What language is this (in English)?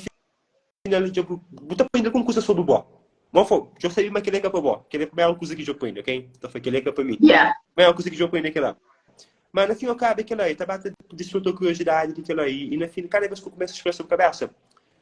Kabuverdianu